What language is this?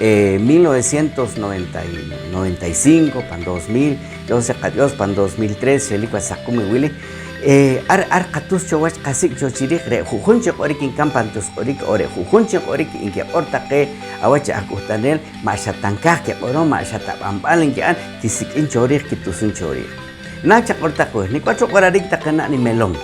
Poqomchi'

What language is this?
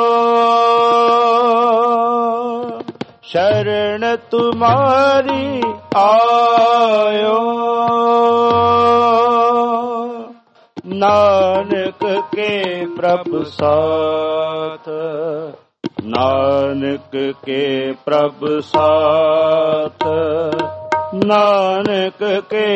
Punjabi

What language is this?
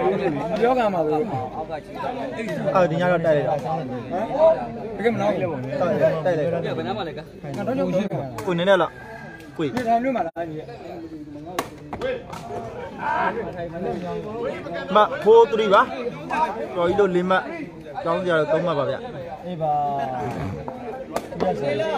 Burmese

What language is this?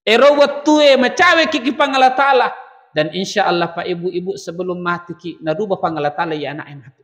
Buginese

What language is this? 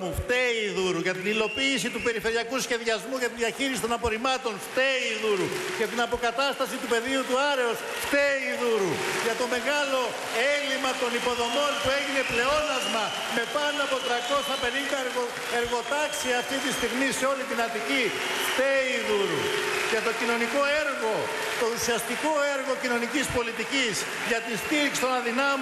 Greek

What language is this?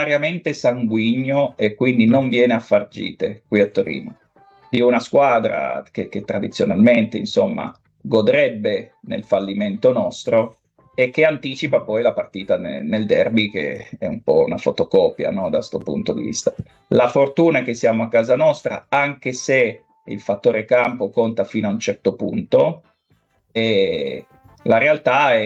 Italian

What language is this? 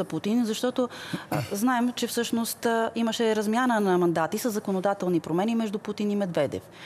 Bulgarian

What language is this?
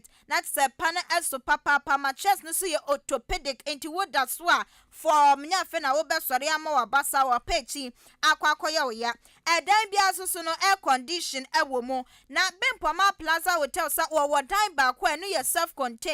Akan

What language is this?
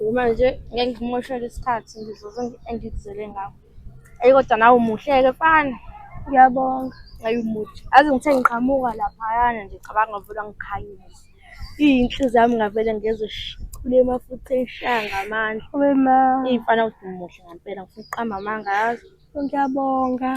Zulu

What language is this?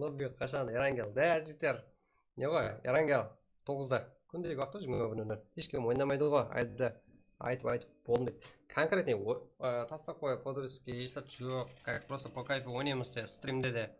Kara-Kalpak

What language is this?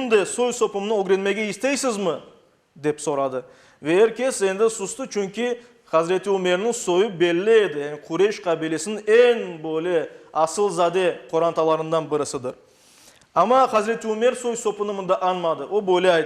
Crimean Tatar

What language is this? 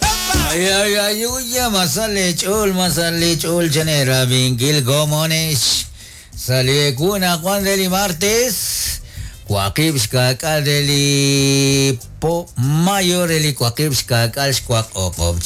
Kekchí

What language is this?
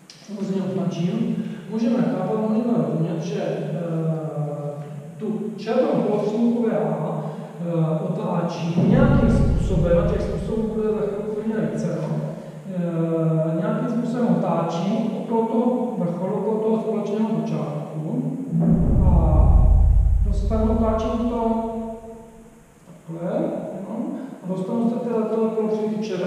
Czech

